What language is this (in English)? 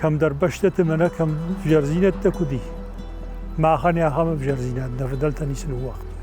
Ossetic